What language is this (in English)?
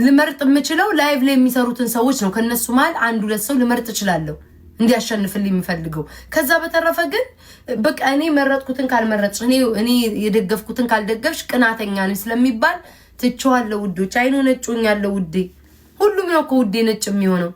Amharic